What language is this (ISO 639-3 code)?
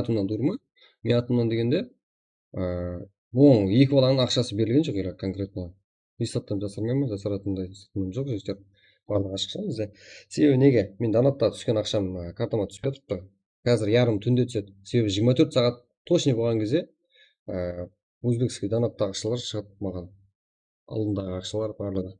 kaa